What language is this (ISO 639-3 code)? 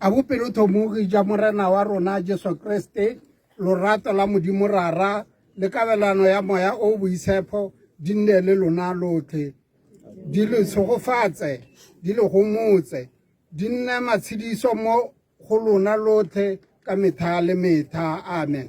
tsn